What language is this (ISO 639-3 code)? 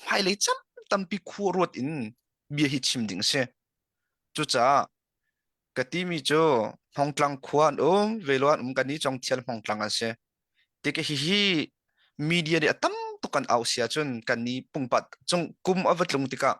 cnh